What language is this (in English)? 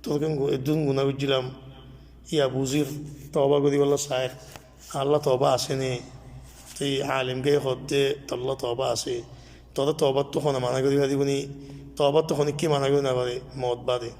Rohingya